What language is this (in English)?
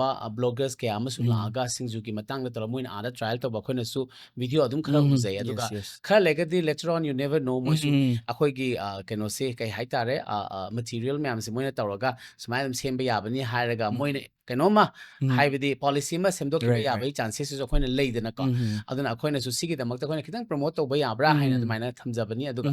Manipuri